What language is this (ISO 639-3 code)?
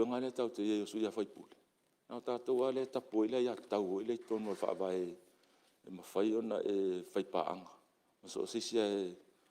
smo